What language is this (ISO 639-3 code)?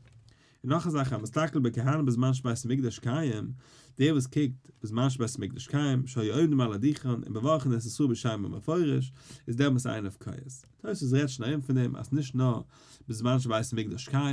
yid